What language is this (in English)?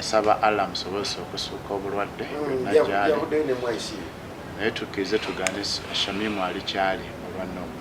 Ganda